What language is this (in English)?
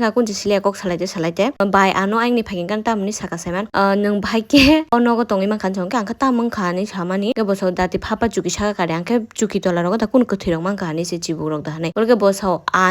Kok Borok